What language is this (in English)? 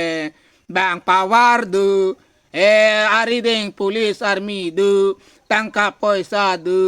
Karbi